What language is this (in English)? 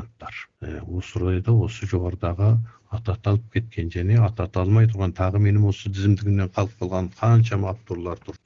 Kazakh